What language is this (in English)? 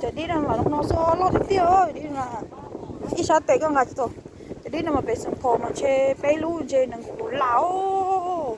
Hmong